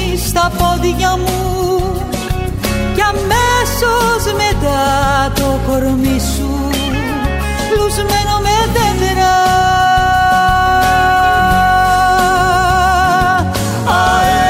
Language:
Greek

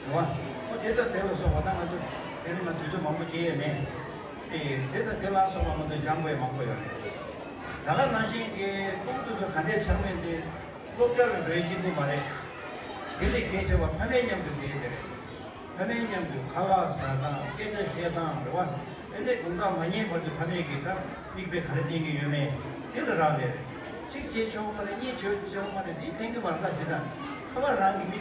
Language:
Tibetan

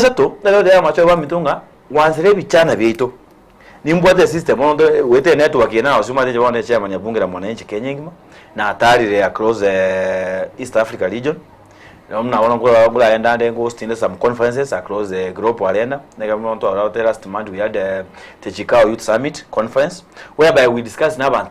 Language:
Gusii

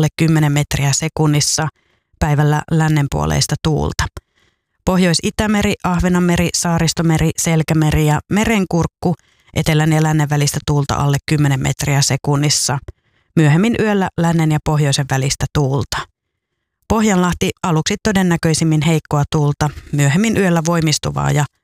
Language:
Finnish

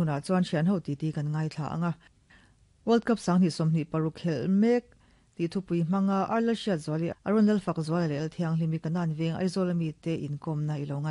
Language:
Mizo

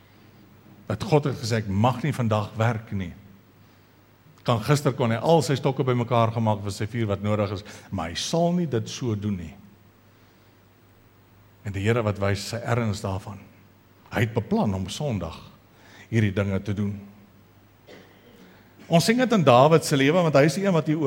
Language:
Afrikaans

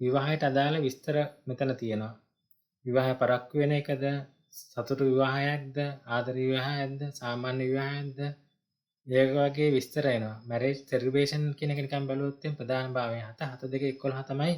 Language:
Sinhala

